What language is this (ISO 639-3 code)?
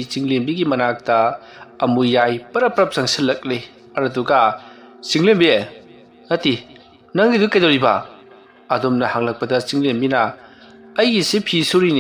mni